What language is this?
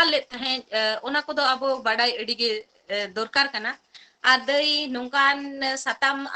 Santali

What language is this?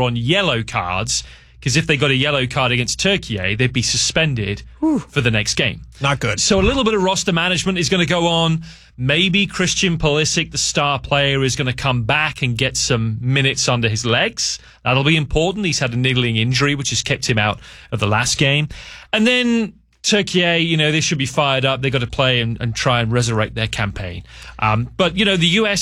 English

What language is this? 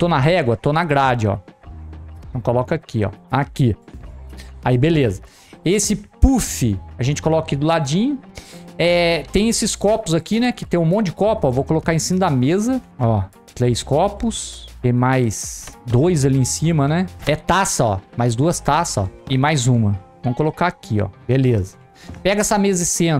Portuguese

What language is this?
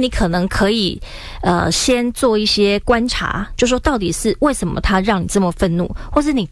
Chinese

